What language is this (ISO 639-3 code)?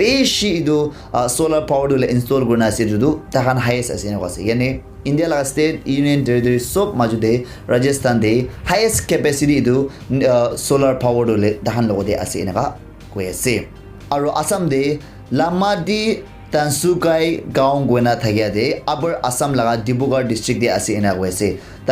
nag